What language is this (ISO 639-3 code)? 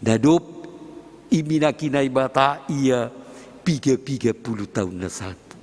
bts